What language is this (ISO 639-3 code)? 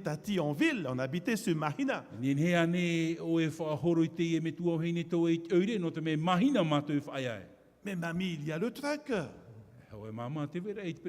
tah